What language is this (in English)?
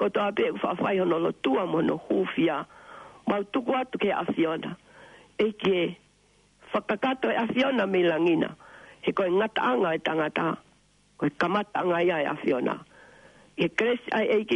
Tongan